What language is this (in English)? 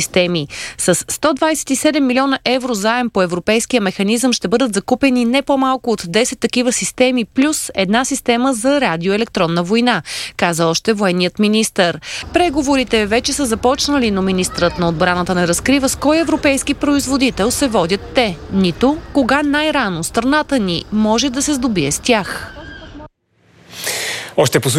Bulgarian